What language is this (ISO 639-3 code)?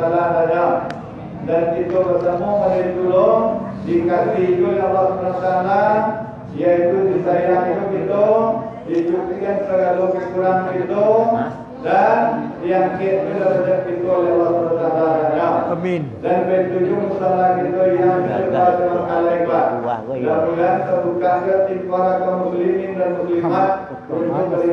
min